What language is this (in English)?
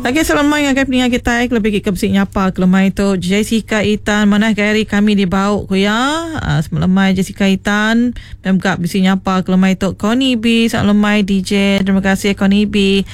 Iban